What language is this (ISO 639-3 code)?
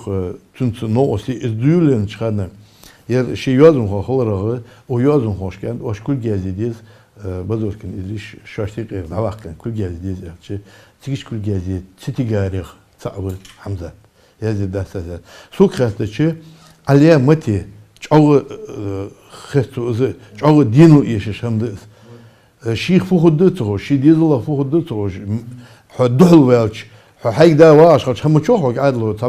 inh